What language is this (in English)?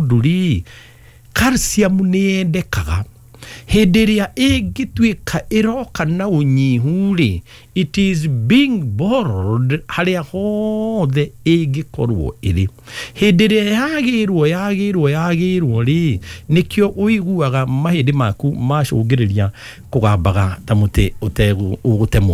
Kikuyu